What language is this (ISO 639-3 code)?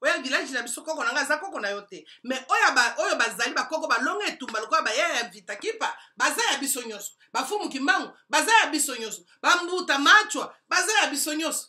lin